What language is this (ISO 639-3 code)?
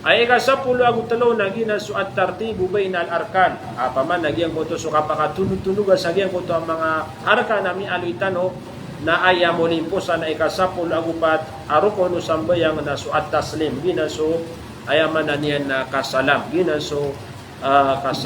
mrw